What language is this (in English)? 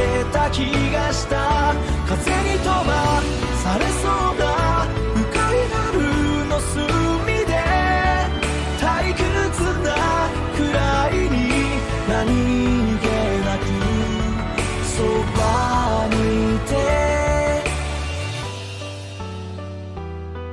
Japanese